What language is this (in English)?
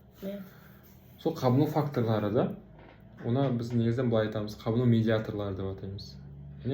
Kazakh